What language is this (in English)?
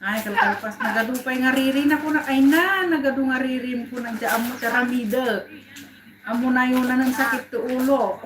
Iloko